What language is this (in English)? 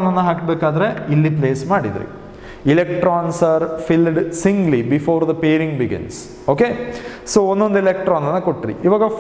Kannada